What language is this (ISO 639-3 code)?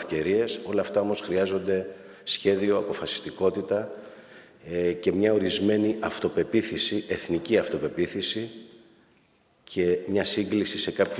ell